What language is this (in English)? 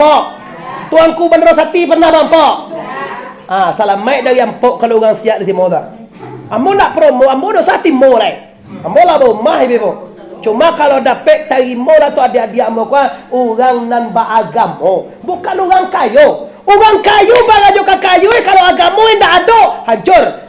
Minangkabau